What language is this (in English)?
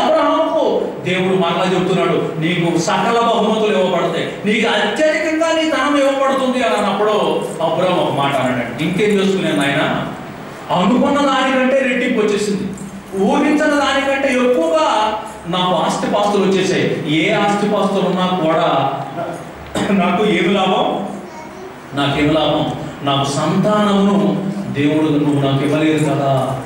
Telugu